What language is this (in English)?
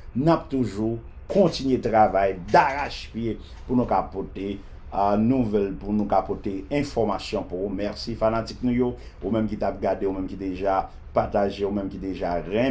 Haitian Creole